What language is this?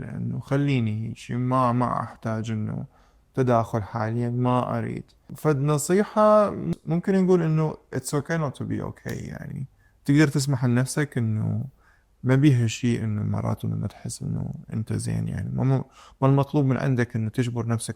Mesopotamian Arabic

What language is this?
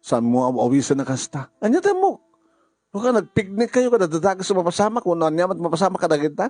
Iloko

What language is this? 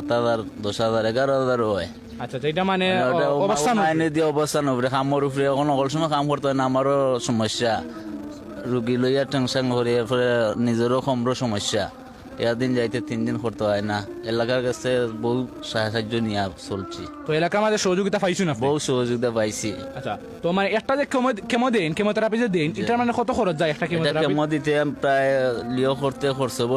Sylheti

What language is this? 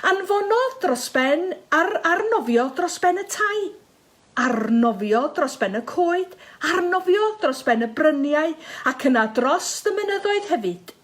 Welsh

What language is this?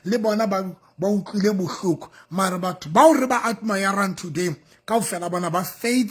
Southern Sotho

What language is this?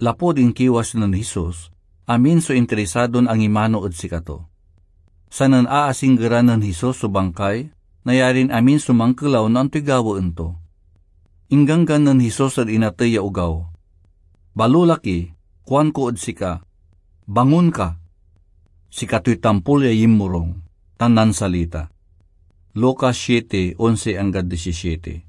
Pangasinan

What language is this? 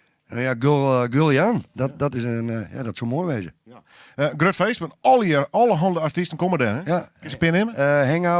Western Frisian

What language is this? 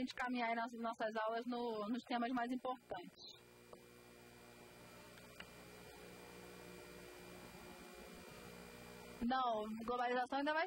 Portuguese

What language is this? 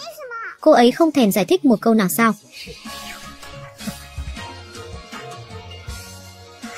Vietnamese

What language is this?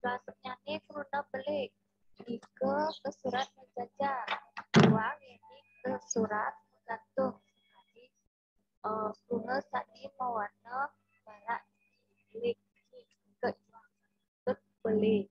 Balinese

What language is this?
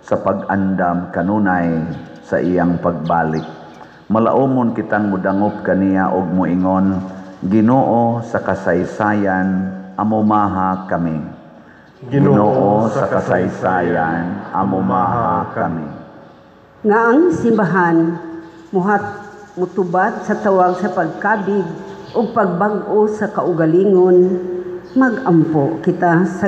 Cebuano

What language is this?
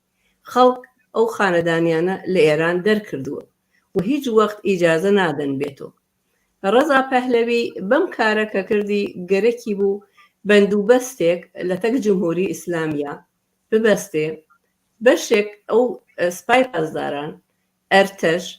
Central Kurdish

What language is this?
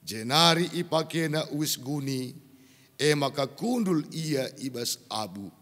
Batak Karo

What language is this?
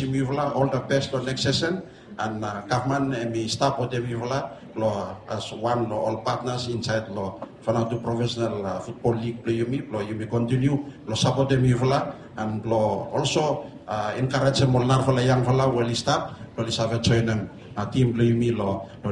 Bislama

